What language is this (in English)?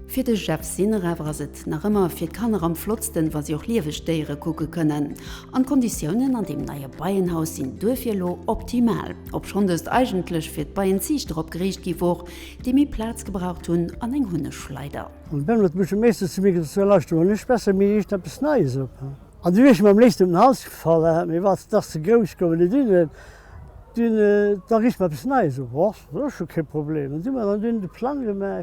Luxembourgish